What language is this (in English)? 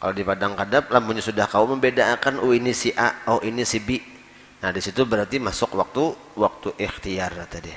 Banjar